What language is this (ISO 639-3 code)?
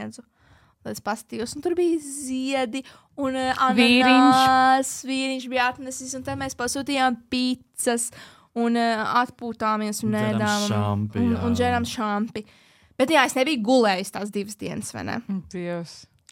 lav